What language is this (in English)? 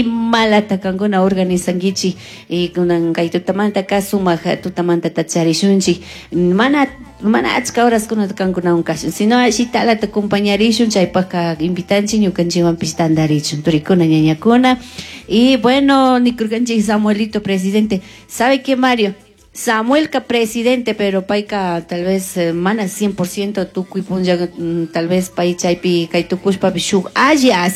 Chimborazo Highland Quichua